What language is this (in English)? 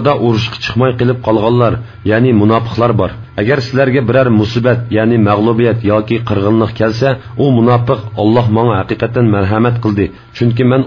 Uyghur